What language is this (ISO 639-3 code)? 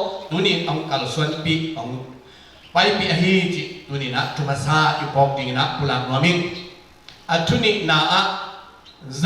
ctd